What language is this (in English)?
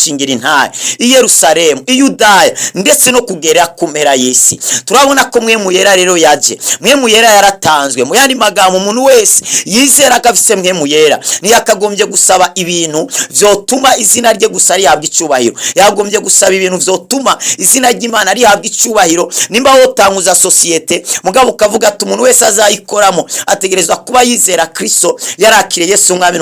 Rundi